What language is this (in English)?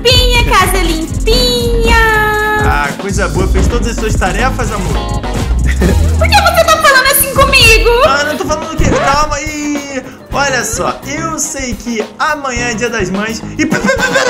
Portuguese